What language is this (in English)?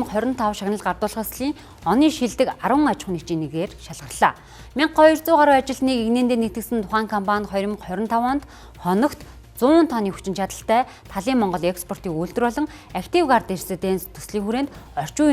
Mongolian